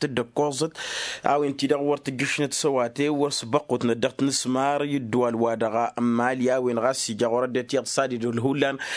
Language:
Tamasheq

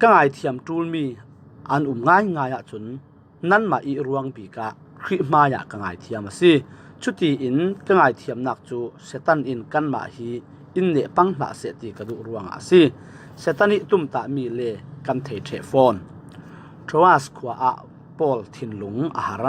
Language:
Falam Chin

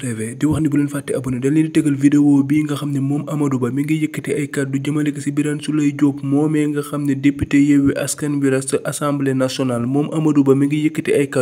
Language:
Wolof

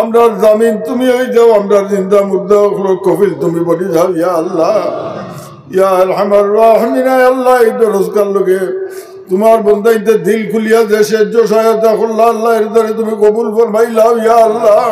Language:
Sylheti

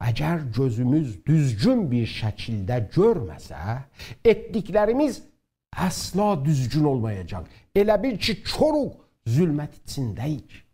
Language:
South Azerbaijani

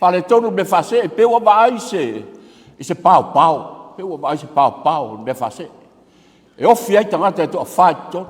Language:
Samoan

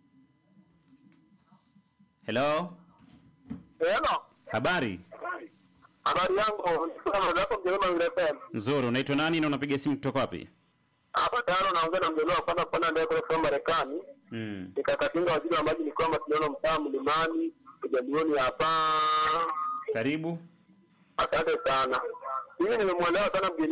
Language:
Swahili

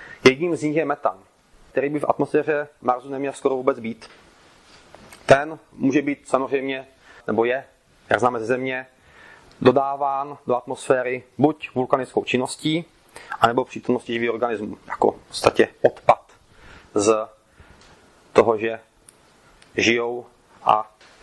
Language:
Czech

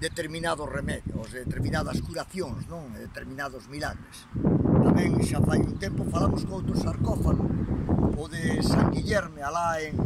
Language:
Galician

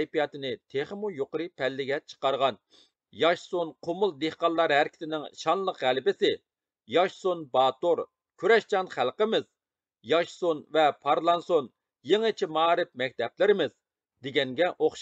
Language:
Uyghur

